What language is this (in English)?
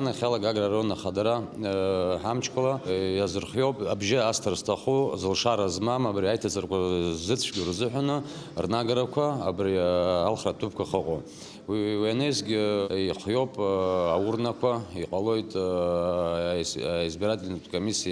Abkhazian